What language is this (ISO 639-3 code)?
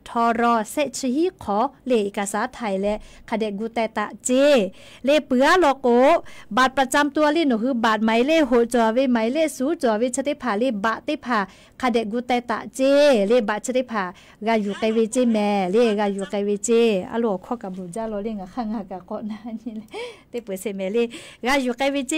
lhu